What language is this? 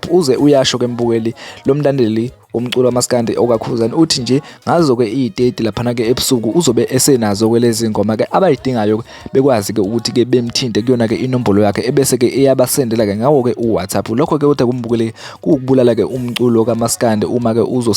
Zulu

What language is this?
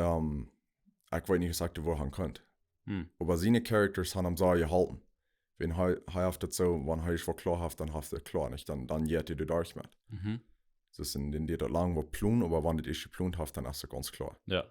Plautdietsch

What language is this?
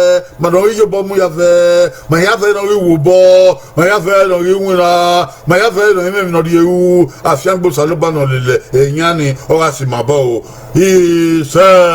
Bini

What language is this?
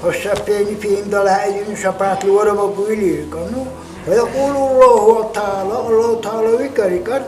Dargwa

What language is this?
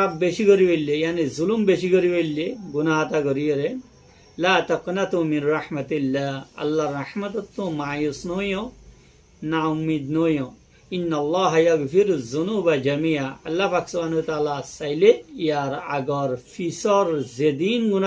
Rohingya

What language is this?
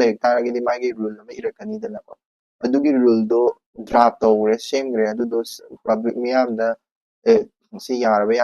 Manipuri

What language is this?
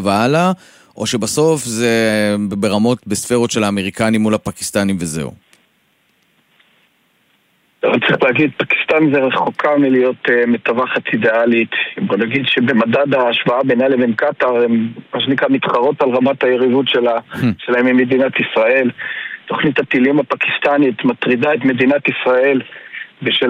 Hebrew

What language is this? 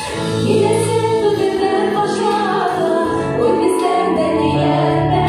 Bashkir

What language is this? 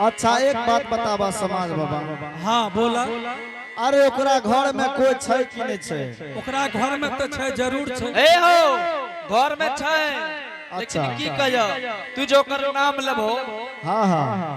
Angika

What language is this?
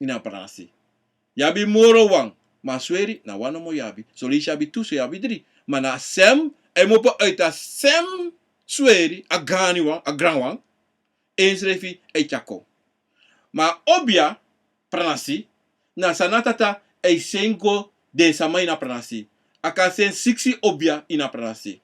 Sranan Tongo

